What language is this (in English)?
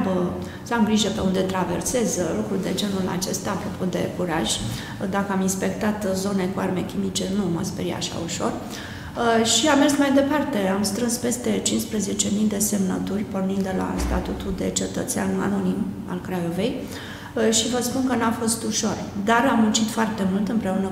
Romanian